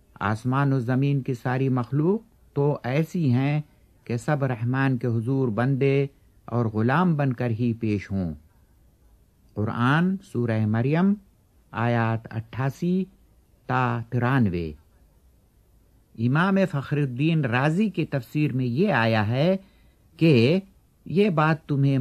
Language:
Urdu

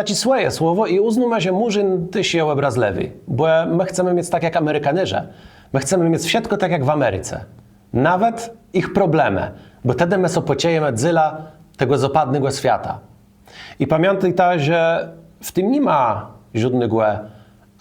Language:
Kashubian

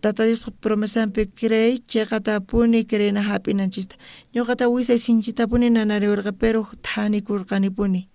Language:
South Bolivian Quechua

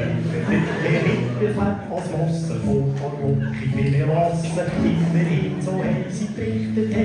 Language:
Swiss German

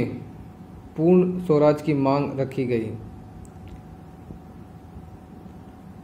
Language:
Hindi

